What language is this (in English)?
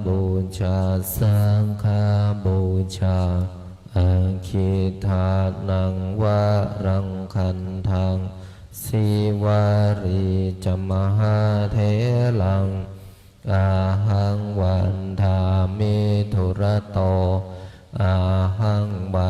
Pali